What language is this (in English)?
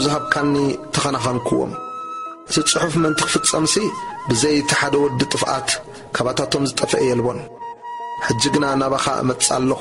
Tigrinya